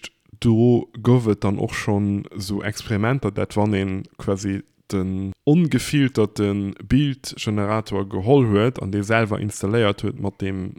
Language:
Luxembourgish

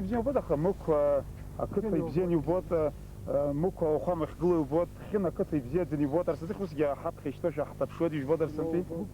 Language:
Abkhazian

